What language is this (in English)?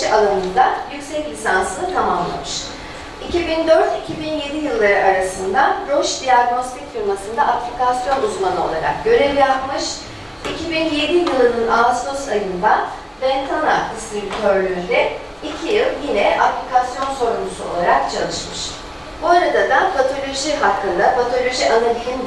Turkish